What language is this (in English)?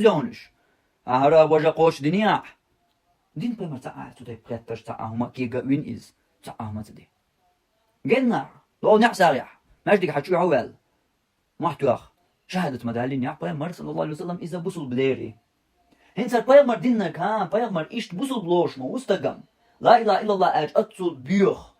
Chechen